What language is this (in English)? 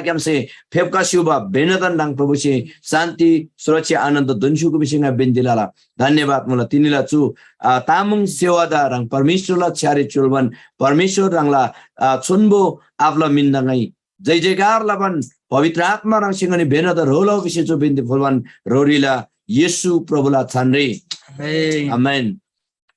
Eastern Tamang